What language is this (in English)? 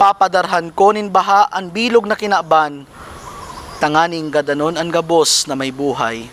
Bikol